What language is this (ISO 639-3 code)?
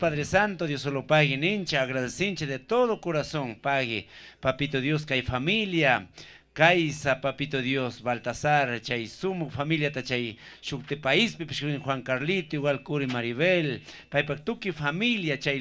qug